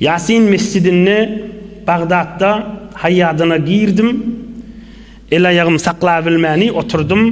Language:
Turkmen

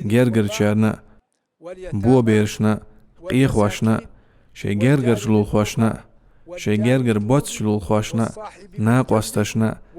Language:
Chechen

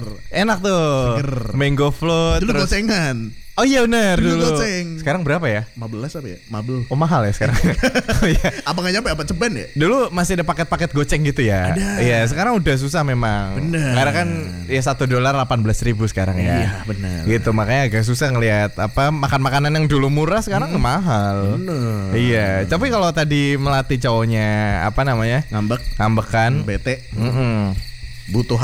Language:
Indonesian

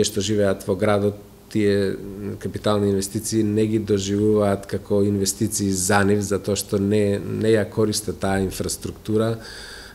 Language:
Macedonian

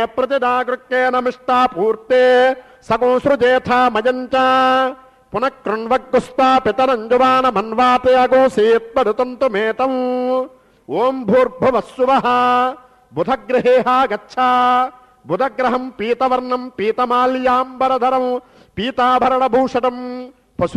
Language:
Telugu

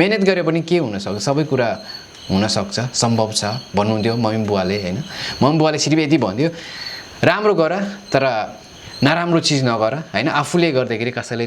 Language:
Nepali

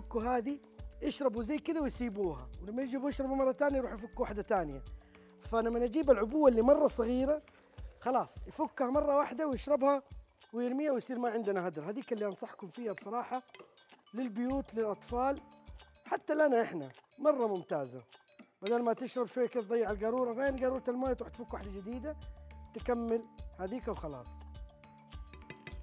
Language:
Arabic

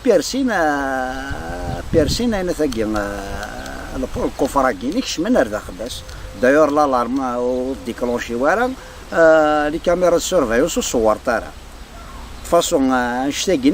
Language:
Kabyle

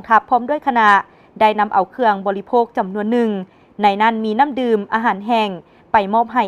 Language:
Lao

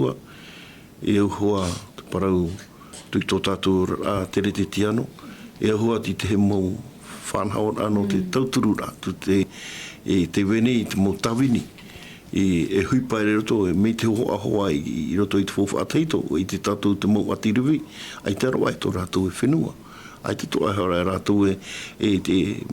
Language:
Tahitian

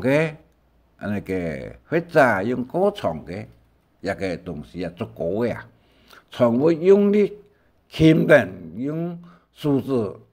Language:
Hakka Chinese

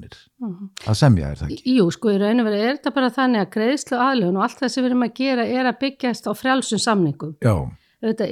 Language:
Icelandic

